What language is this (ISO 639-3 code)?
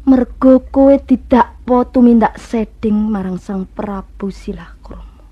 jav